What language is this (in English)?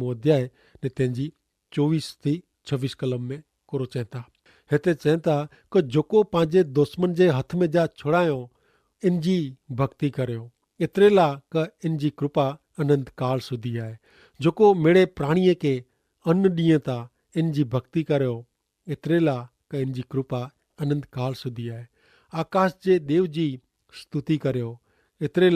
Kachhi